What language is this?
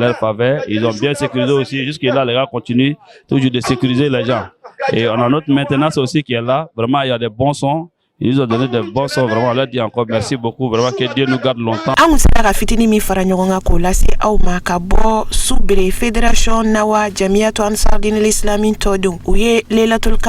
Bambara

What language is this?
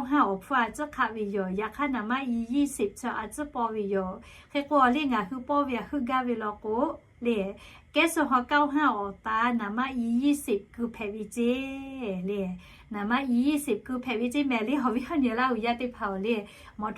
Lahu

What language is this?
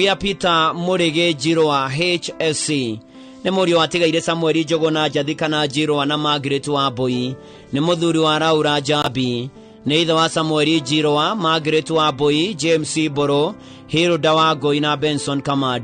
Kikuyu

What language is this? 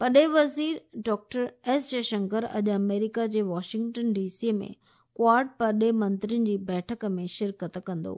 Sindhi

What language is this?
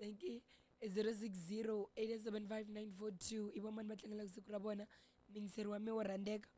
Tsonga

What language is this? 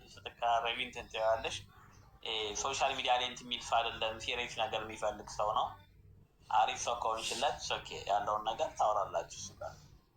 Amharic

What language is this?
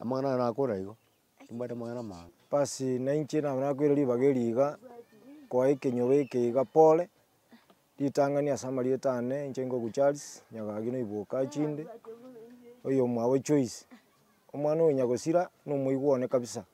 Gusii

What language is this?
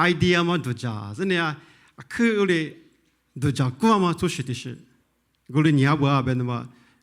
Lisu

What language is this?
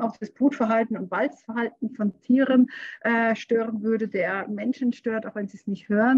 German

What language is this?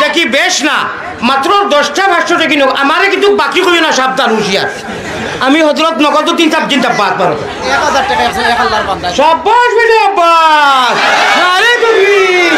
Sylheti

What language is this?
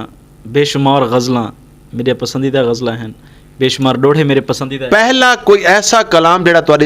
Western Panjabi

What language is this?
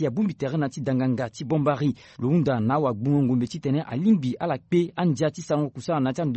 Sango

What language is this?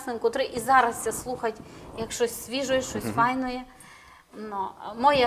Rusyn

